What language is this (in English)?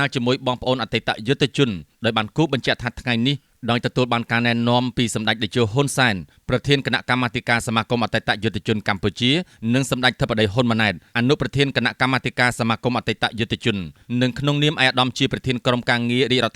Khmer